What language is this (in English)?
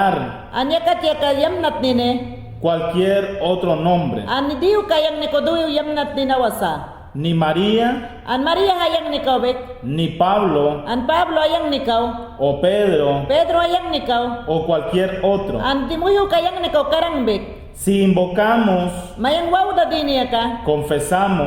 Mayangna